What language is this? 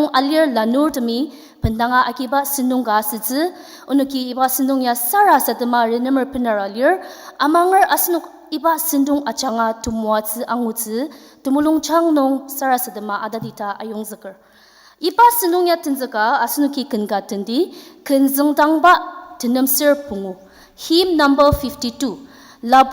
Ao Naga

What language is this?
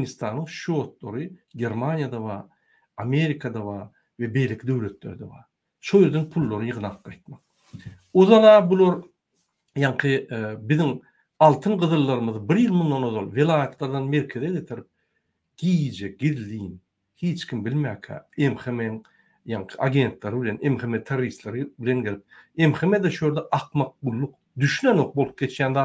Turkmen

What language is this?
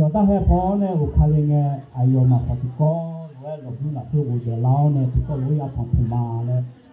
Akha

